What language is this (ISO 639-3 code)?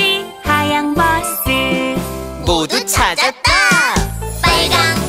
kor